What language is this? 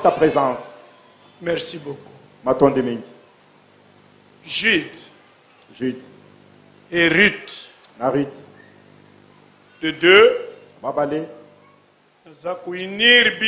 French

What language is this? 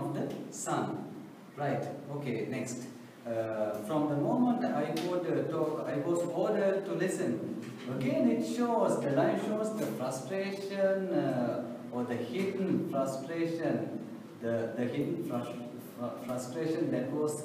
English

